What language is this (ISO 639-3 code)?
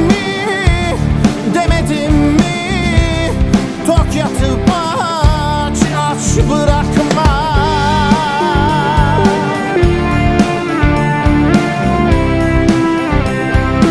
tur